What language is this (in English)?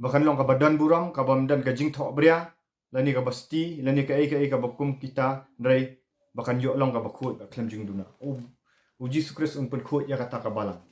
Khasi